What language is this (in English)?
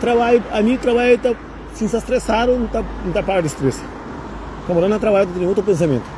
Kabuverdianu